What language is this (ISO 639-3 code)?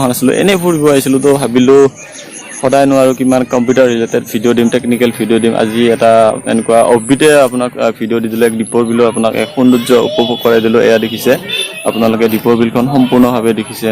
asm